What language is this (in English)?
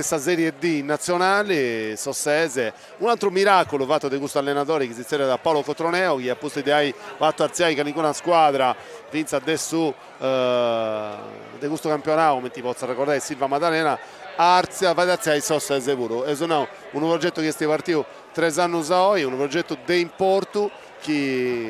Sardinian